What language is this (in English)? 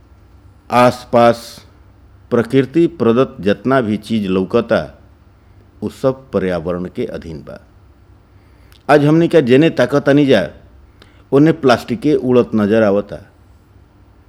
Bhojpuri